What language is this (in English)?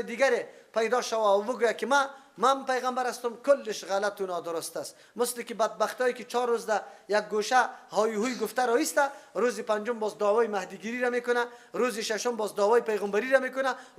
Persian